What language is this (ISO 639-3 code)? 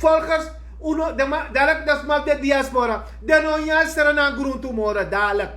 srn